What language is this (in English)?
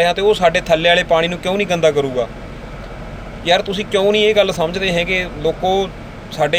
Punjabi